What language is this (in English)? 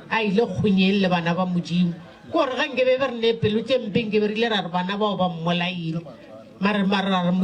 Northern Sotho